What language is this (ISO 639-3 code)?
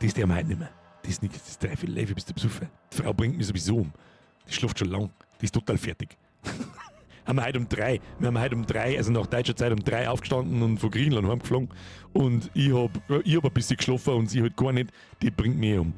bar